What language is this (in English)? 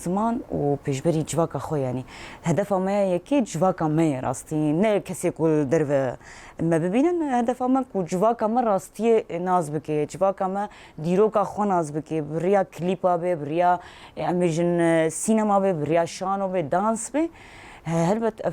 Kurdish